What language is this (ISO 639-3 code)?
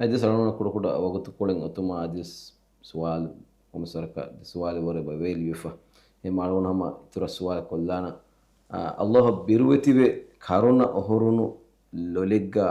div